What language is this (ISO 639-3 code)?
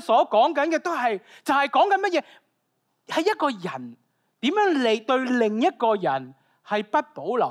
yue